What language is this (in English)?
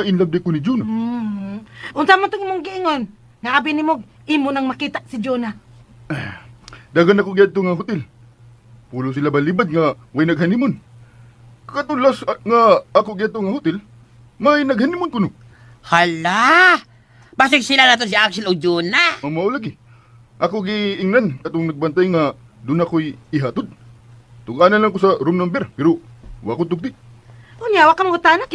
Cebuano